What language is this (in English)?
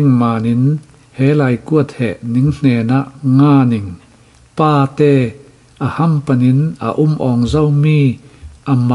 Falam Chin